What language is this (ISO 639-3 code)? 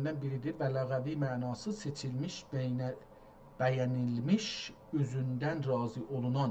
azb